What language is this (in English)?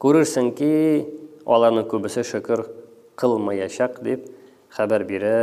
Tatar